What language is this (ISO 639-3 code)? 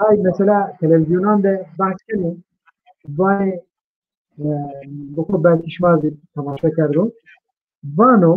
zza